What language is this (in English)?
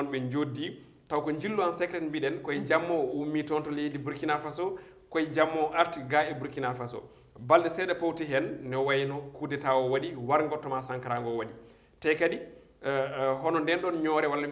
Fula